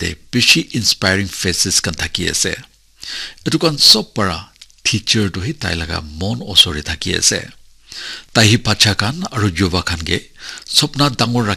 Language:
Naga Pidgin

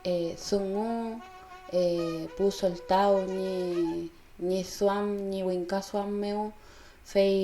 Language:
Mapuche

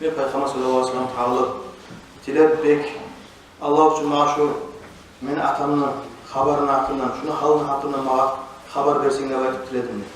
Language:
Kumyk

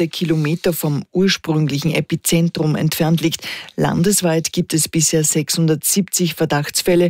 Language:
German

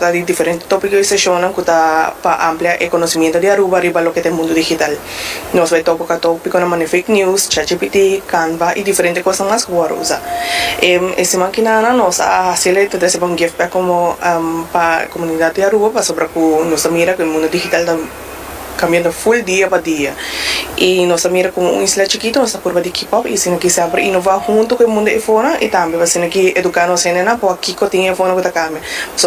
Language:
Papiamento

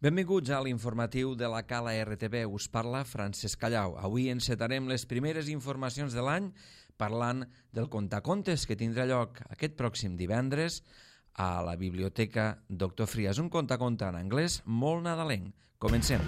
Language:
Catalan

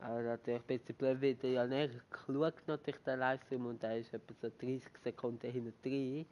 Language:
Swiss German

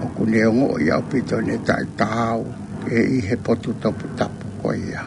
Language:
Tongan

